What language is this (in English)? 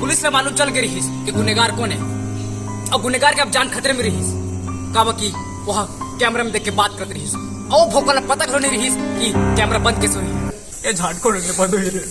Chhattisgarhi